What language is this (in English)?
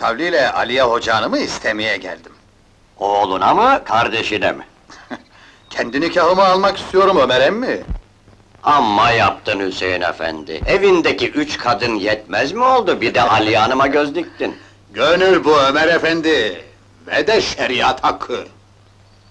Turkish